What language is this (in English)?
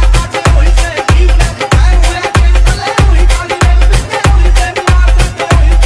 Punjabi